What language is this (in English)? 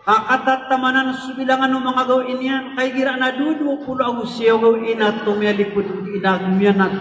Maranao